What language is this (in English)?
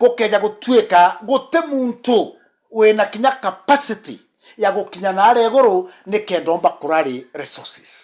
Meru